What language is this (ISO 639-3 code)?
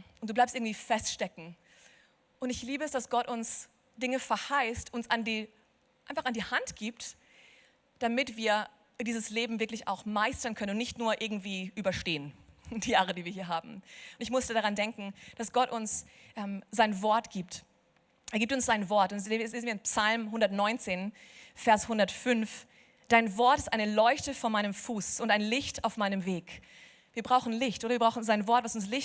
gsw